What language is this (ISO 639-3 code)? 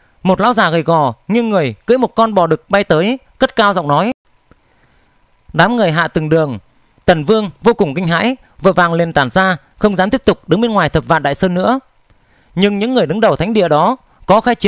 vie